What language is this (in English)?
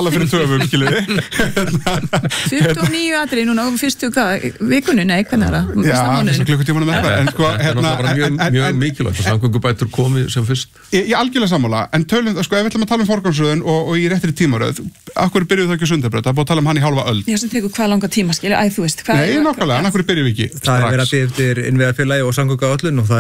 Icelandic